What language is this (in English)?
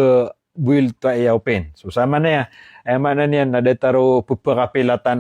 Maranao